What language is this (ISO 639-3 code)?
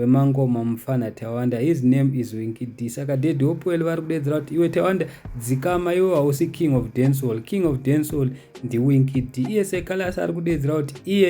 sna